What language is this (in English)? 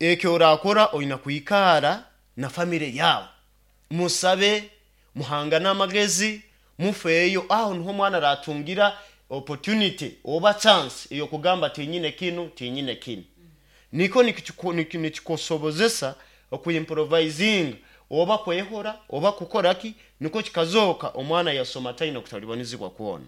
Nyoro